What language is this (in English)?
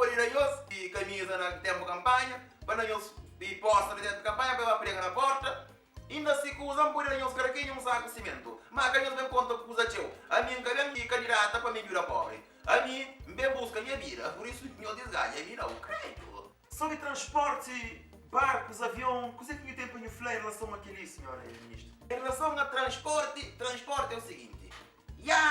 Kabuverdianu